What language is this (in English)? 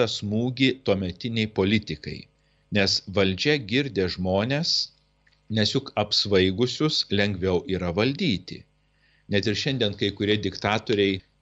Lithuanian